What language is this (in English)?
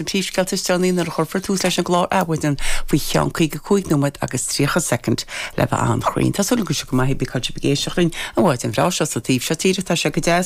Irish